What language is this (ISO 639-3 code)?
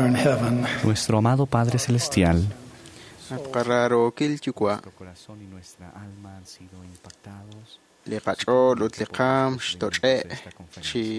kek